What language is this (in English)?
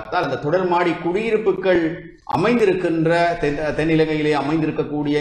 Tamil